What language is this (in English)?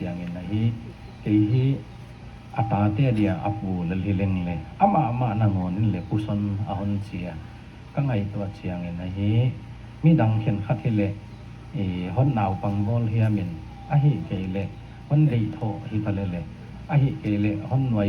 Paite Chin